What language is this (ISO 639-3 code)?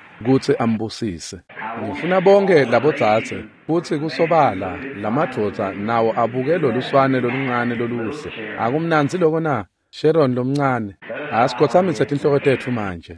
ssw